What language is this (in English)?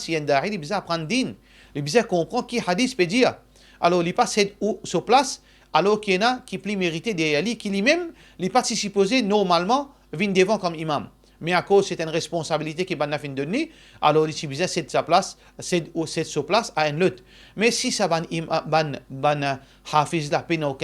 Morisyen